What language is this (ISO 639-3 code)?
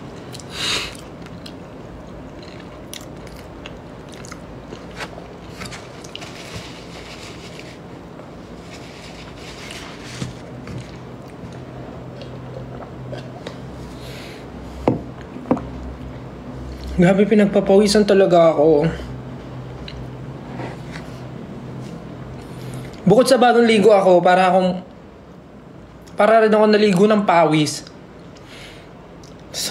fil